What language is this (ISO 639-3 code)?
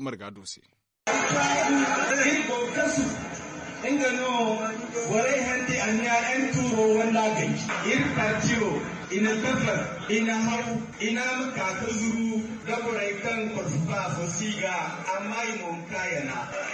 dje